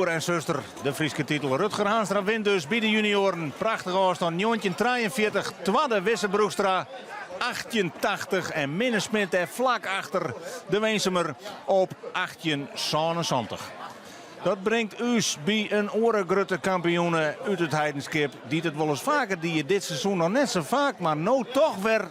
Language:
Western Frisian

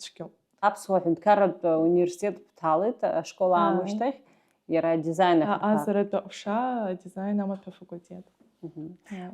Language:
Abkhazian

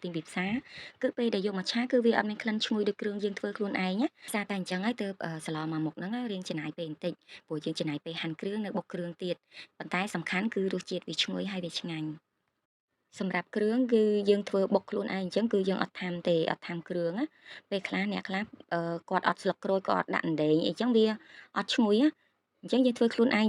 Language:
Khmer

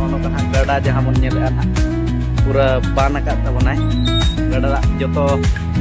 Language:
Santali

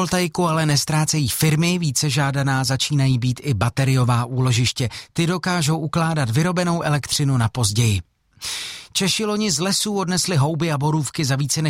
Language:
Czech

